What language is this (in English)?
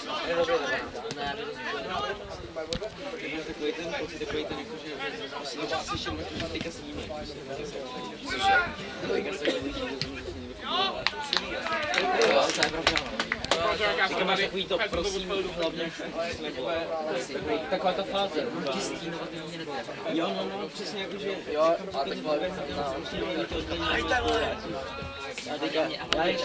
Czech